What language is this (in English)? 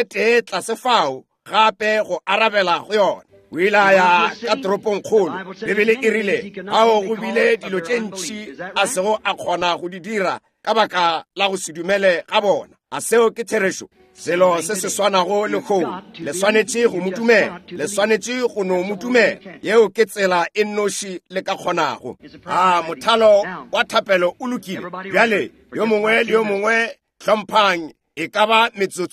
Northern Sotho